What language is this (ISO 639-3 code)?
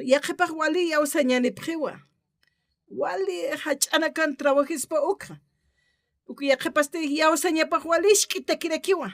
aym